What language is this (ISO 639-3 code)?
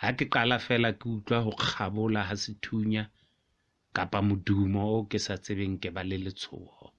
sot